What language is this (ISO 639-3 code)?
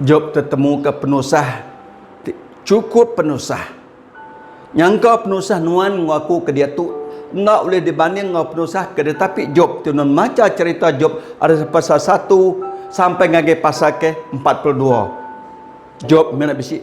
iba